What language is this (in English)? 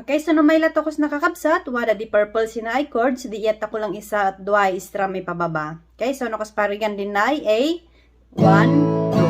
Kankanaey